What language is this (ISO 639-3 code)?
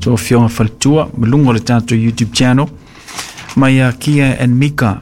smo